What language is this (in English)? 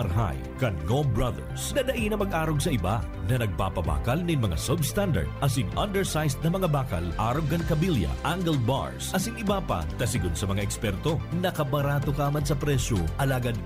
Bikol